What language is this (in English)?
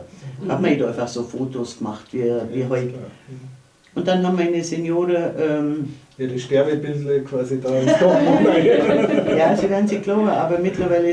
Bavarian